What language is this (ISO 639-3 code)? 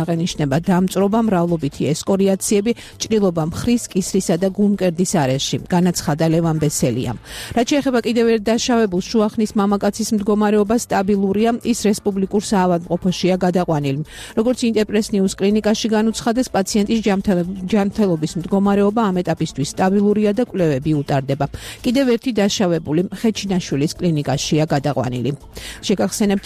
kat